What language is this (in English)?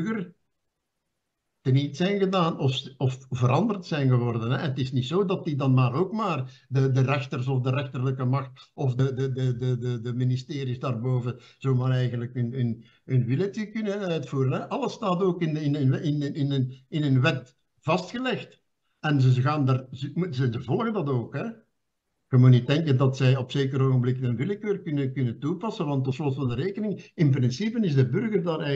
Dutch